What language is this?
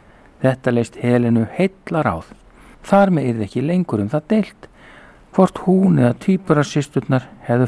Icelandic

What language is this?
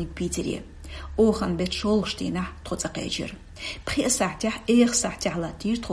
Chechen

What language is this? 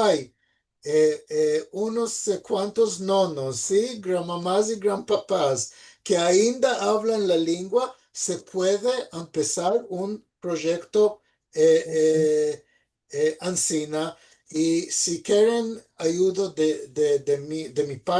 Ladino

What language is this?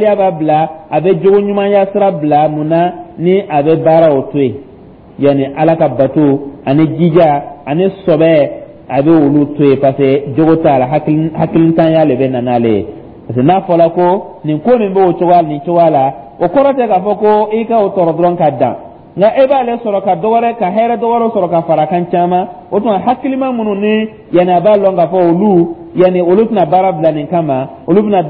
Dyula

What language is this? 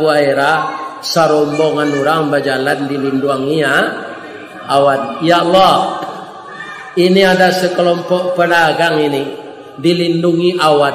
Minangkabau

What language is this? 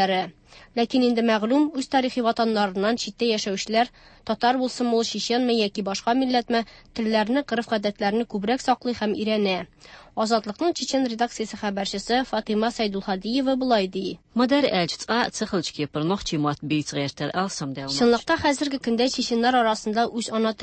Tatar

